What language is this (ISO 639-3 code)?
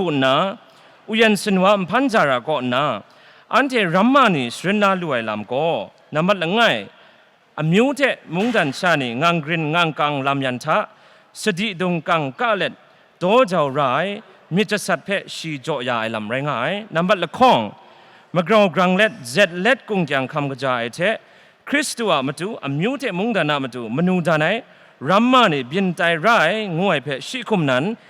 kac